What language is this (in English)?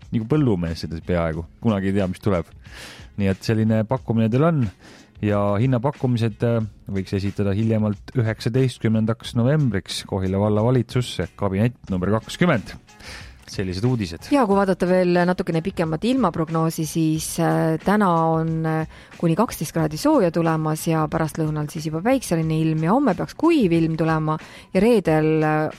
Estonian